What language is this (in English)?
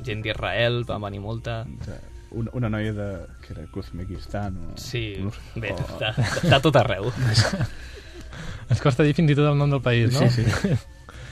Catalan